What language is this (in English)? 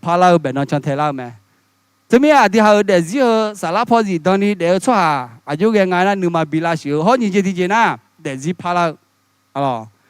Akha